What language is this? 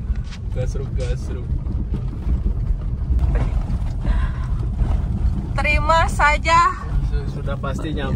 Indonesian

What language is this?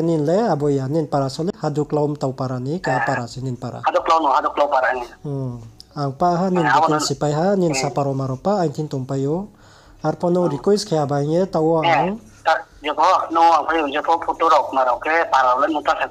Riang (India)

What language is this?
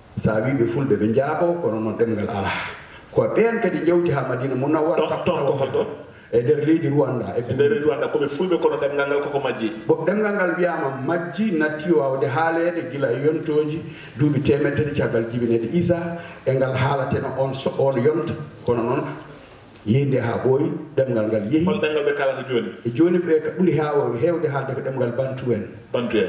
Fula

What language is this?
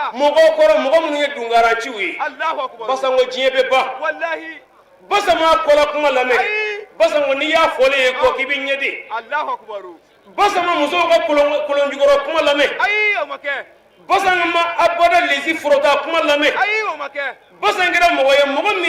Bambara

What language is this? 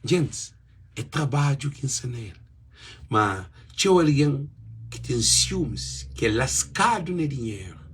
Kabuverdianu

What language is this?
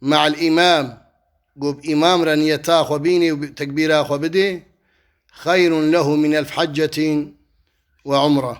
Kurdish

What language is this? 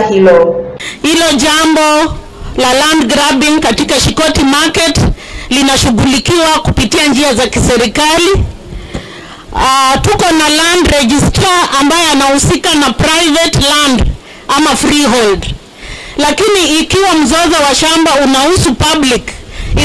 Swahili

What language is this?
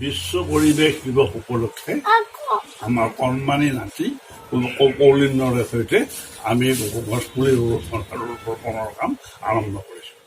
Assamese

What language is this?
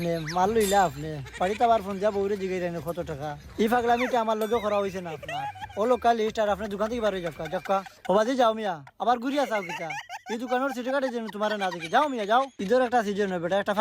Sylheti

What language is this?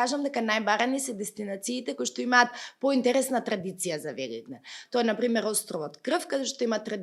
Macedonian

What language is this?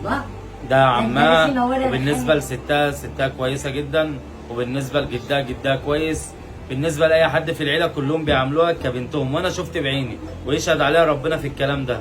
Egyptian Arabic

